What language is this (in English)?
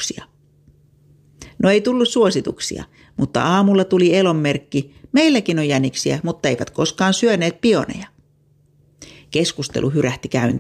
Finnish